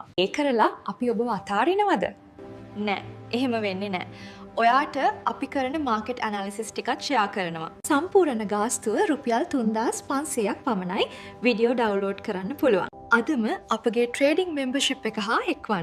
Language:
Sinhala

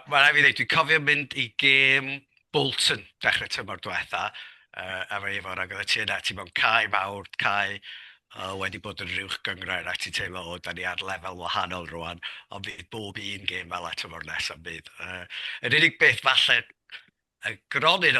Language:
Welsh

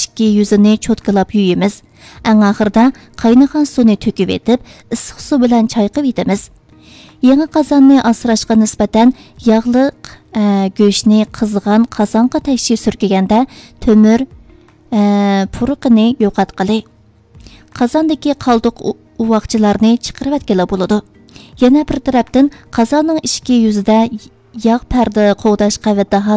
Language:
Uyghur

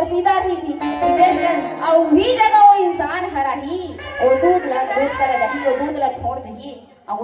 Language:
Chhattisgarhi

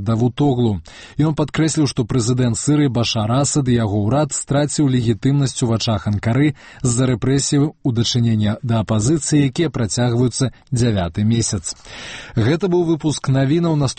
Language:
Belarusian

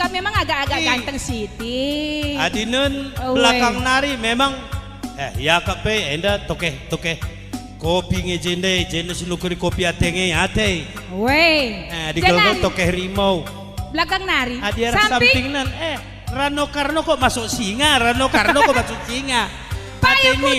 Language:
Batak Karo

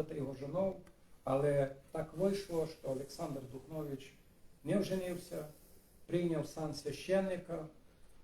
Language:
Rusyn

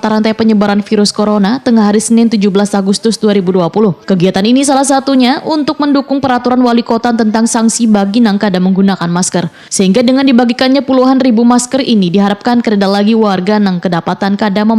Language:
Banjar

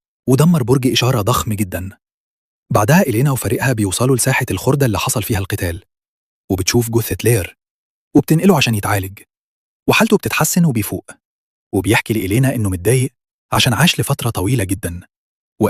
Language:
Egyptian Arabic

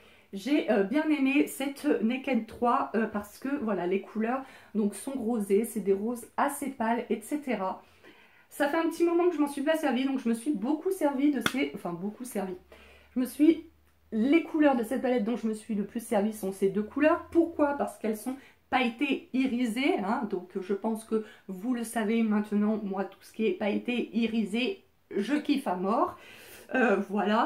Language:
French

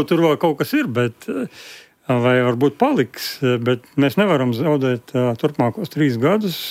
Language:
Latvian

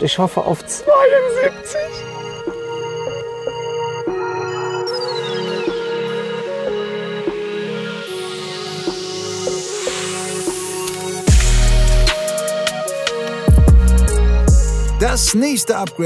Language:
German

